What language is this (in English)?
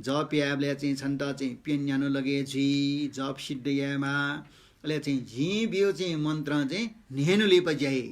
Newari